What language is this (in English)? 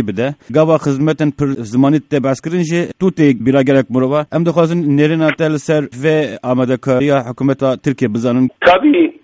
Kurdish